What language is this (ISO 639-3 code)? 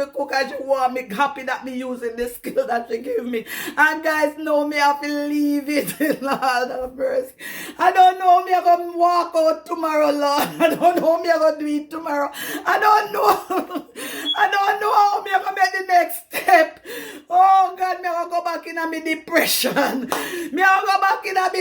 jam